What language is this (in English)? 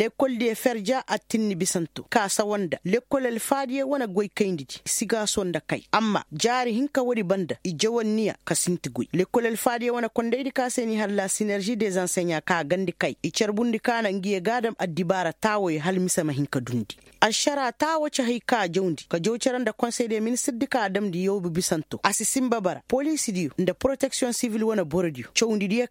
Koyraboro Senni